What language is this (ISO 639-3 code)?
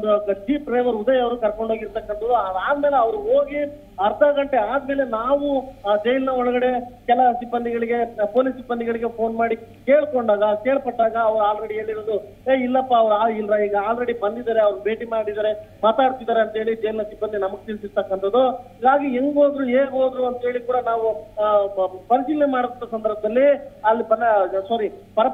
kan